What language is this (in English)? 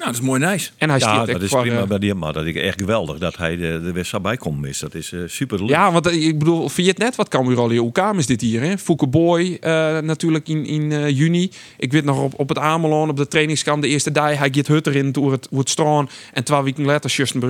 Western Frisian